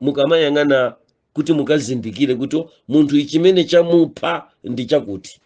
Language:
Nyanja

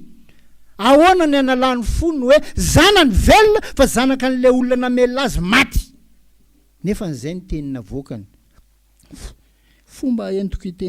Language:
Malagasy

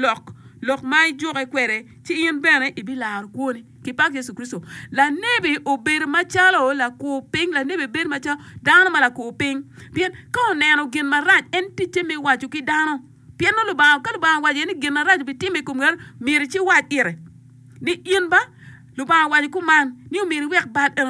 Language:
Acoli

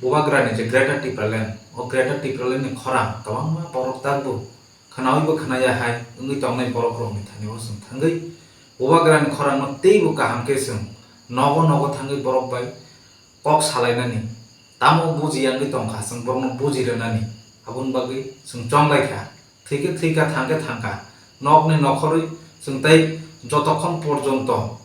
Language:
Kok Borok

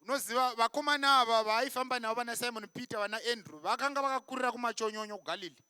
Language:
Shona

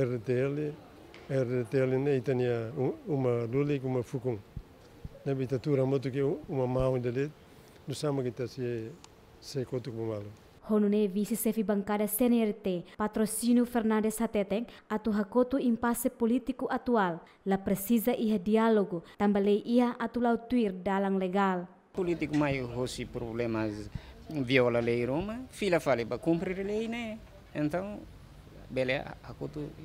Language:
Tetum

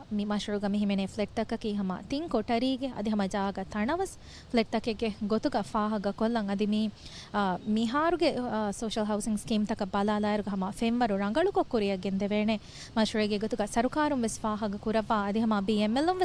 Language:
Divehi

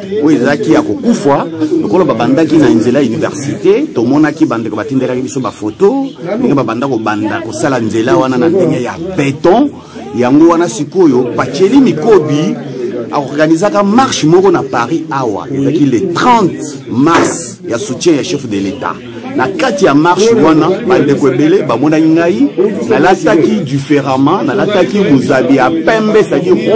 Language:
Lingala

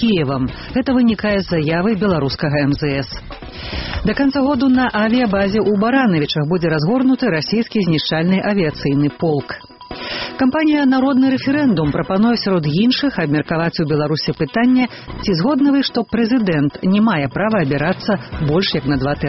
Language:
Belarusian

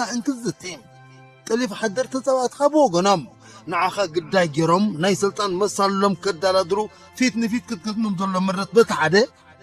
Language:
Tigrinya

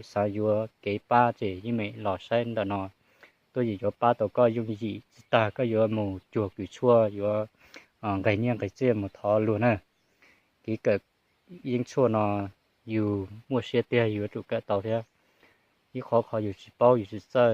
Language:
Hmong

